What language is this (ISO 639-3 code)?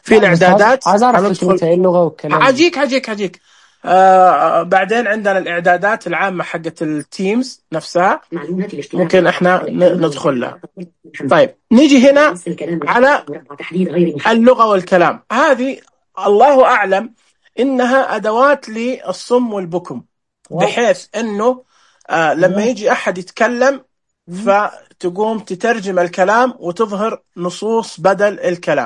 ars